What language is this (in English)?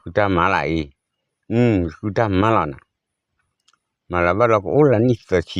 S'gaw Karen